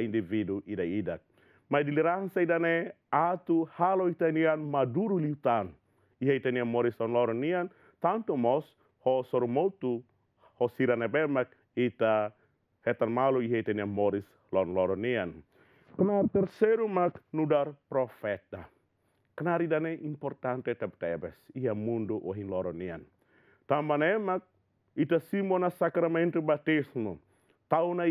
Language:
Tetum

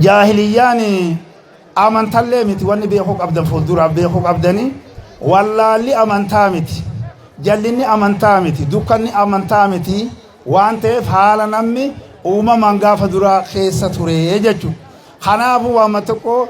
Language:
Oromo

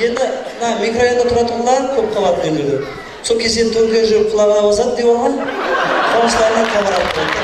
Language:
Kara-Kalpak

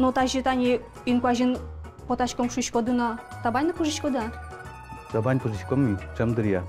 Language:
Udmurt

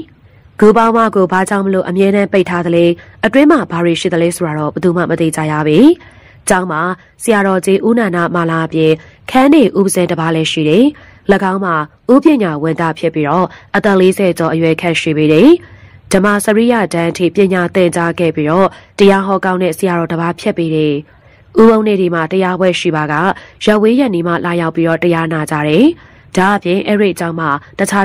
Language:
Burmese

